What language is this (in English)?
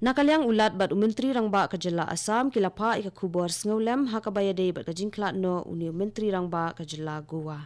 Khasi